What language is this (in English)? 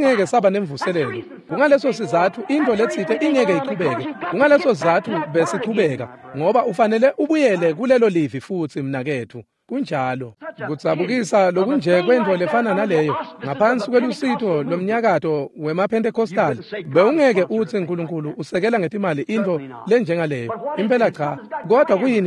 Swati